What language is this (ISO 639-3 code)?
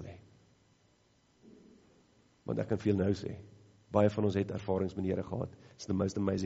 afr